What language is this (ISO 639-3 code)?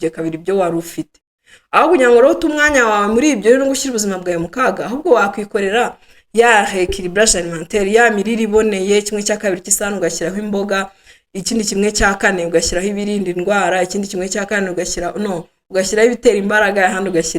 kin